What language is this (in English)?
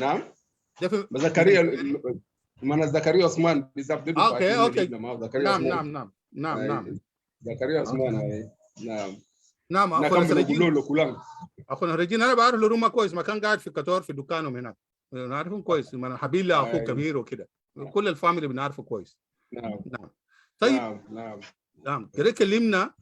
Sudanese Arabic